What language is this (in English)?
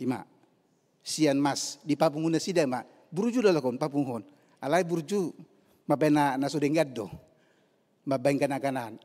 Batak Toba